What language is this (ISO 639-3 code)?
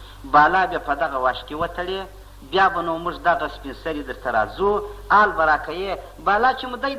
pus